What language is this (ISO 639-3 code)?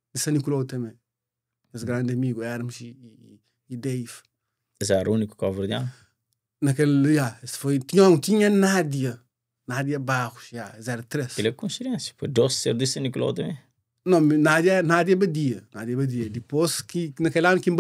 kea